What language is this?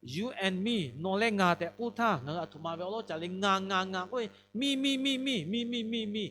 Lahu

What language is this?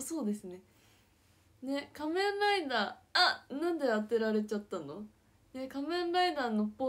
Japanese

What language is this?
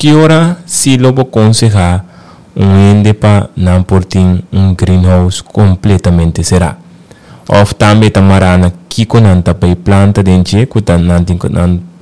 Papiamento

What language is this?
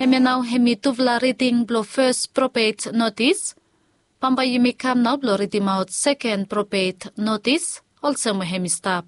Bislama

